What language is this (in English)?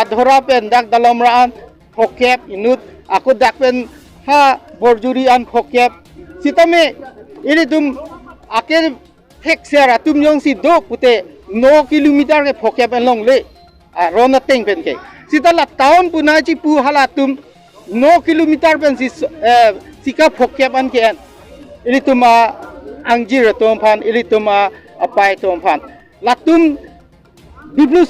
Karbi